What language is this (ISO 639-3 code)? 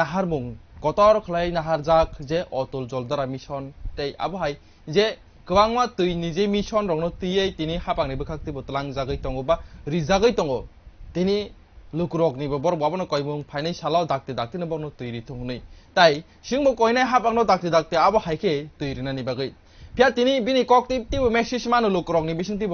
trp